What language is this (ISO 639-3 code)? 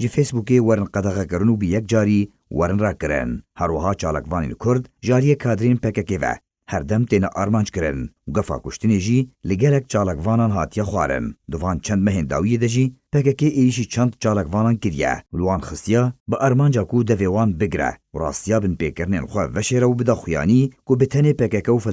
kur